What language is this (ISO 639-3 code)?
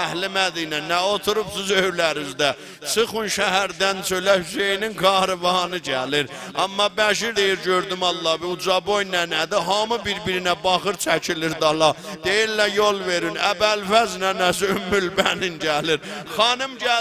azb